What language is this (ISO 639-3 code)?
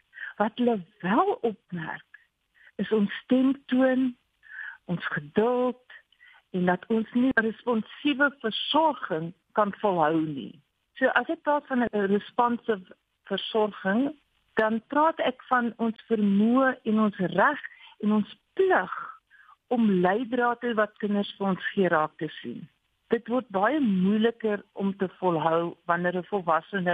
afr